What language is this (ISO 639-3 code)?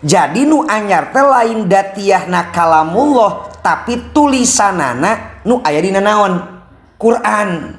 sun